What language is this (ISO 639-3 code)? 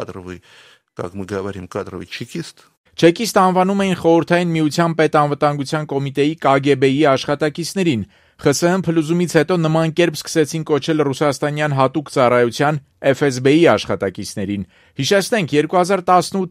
hye